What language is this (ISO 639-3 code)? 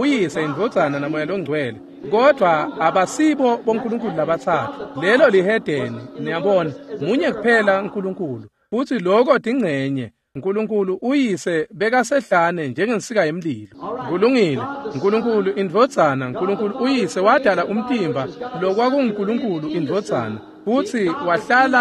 ssw